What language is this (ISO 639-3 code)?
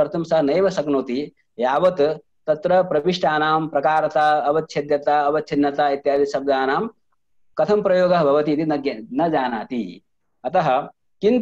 san